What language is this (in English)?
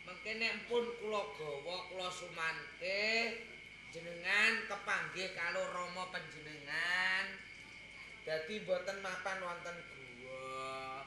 Javanese